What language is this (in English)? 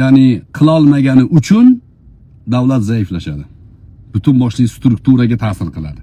Uzbek